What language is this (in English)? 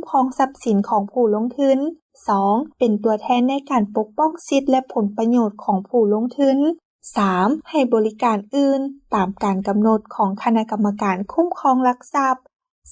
Lao